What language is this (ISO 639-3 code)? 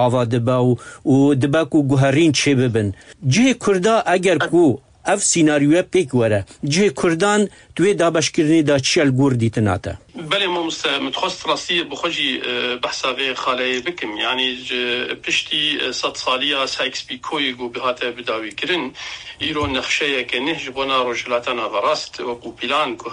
kur